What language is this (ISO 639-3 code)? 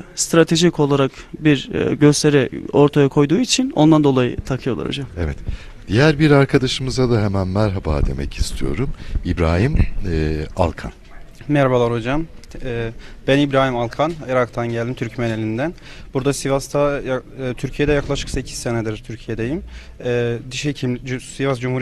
tur